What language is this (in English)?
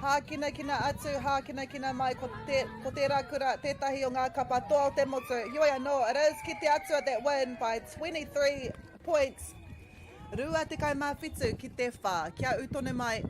Māori